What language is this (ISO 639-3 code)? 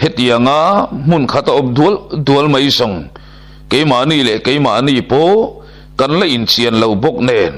lus